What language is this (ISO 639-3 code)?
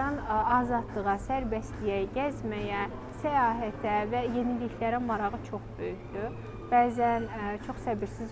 aze